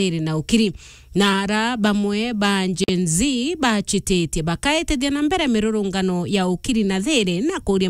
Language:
Meru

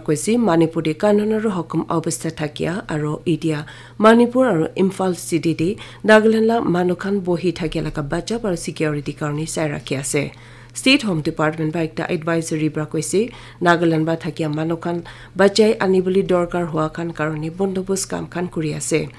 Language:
Naga Pidgin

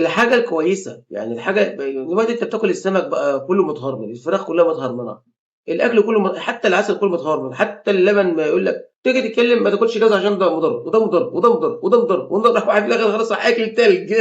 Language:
Egyptian Arabic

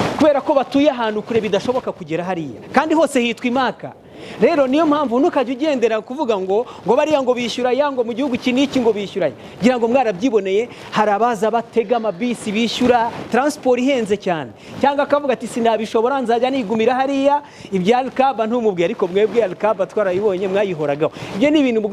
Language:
Kinyarwanda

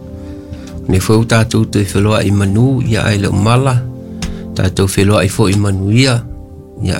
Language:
Samoan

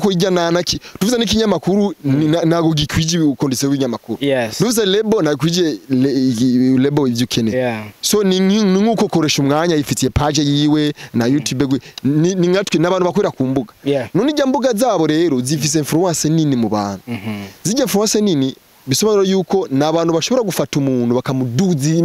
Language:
Rundi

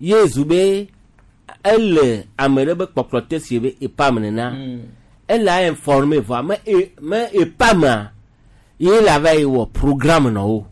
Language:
Gen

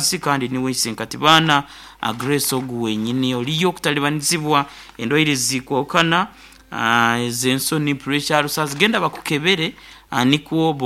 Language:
Nyoro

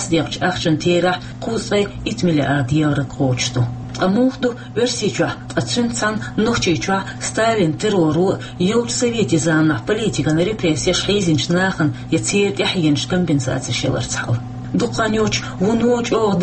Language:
Chechen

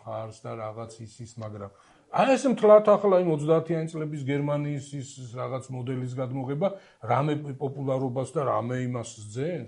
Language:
Georgian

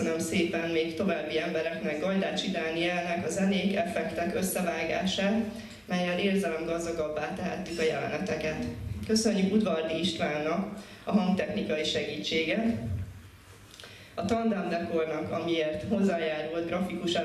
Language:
Hungarian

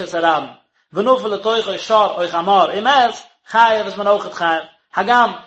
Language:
Yiddish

